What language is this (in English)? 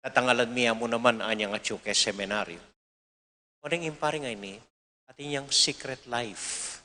Pampanga